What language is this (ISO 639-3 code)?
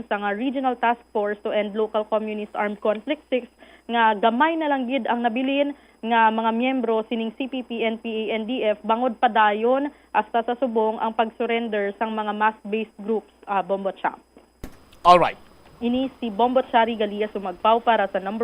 hil